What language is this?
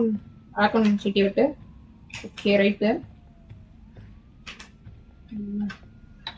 Tamil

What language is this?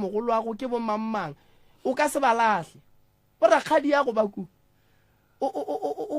Northern Sotho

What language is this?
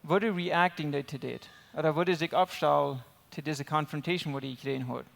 Plautdietsch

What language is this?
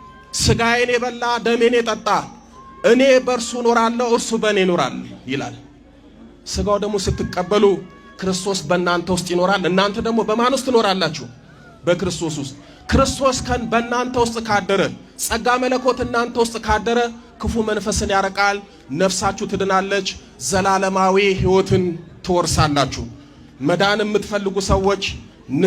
Amharic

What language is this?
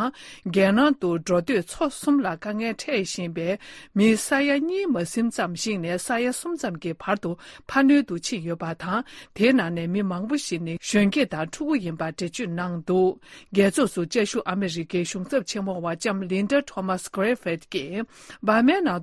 Tibetan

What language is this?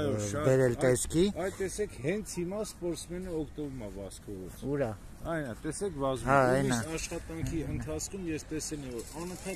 Armenian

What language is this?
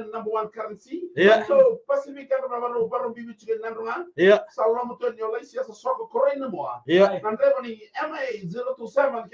Fijian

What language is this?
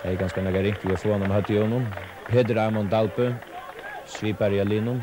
Faroese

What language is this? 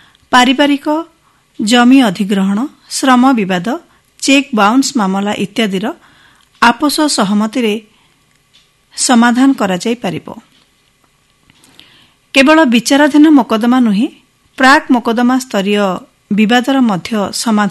Odia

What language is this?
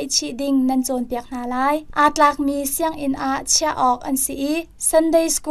Hakha Chin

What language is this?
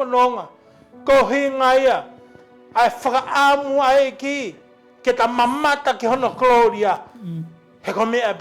Tongan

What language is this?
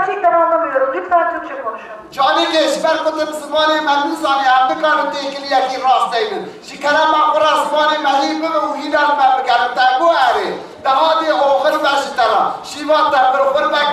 Kurdish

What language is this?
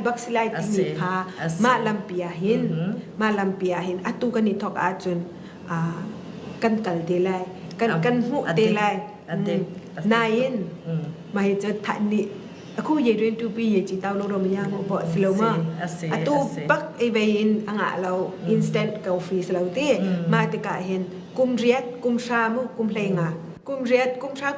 Falam Chin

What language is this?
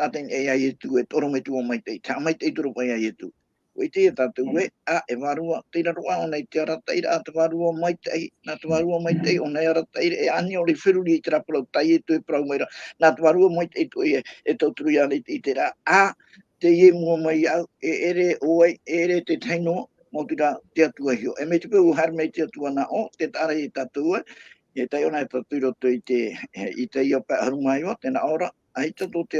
Tahitian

